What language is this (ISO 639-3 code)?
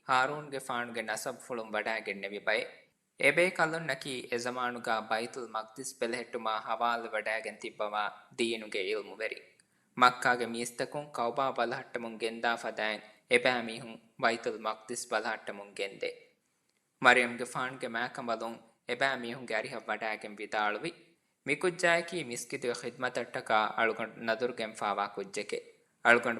div